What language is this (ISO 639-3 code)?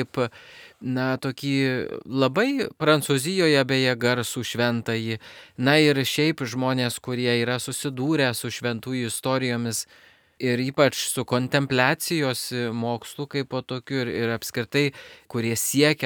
lit